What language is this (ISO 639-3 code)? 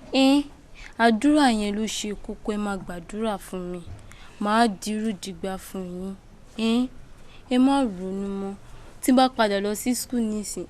yor